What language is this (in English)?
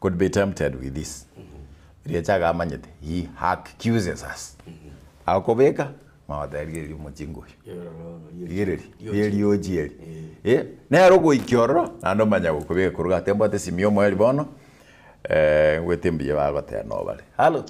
Gusii